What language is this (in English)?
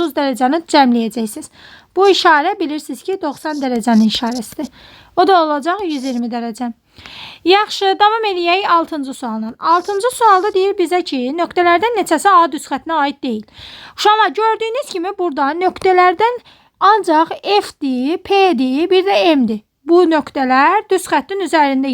Azerbaijani